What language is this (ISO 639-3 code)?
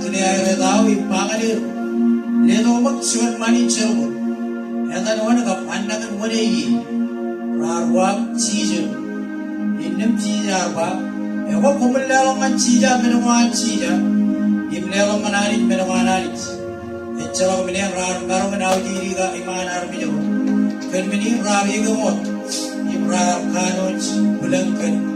mah